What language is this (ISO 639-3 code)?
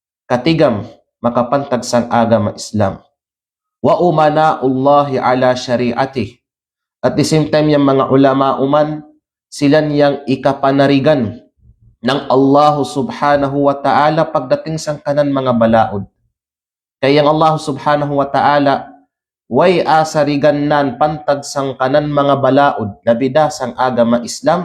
kqe